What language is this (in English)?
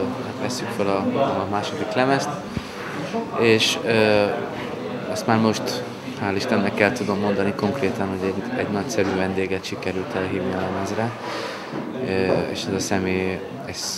Hungarian